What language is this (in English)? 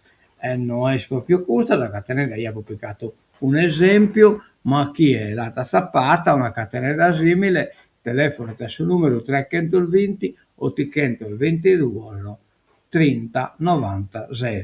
Sardinian